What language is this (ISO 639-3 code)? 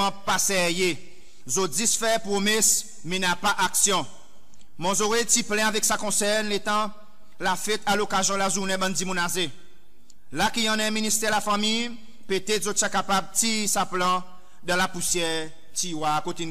crs